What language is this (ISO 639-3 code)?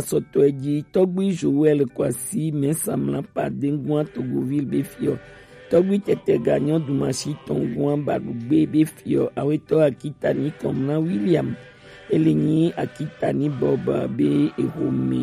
gej